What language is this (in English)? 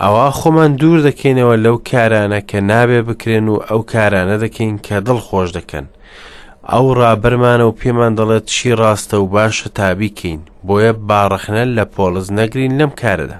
Central Kurdish